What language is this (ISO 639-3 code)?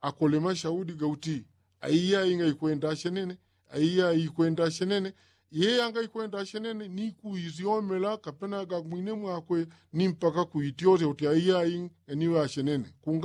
yao